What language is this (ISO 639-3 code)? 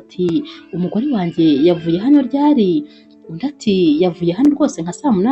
kin